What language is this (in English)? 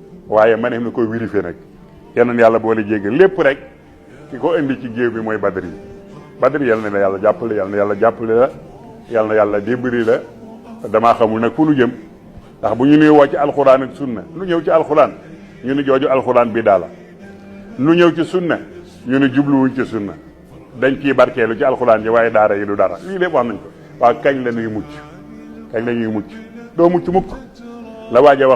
Wolof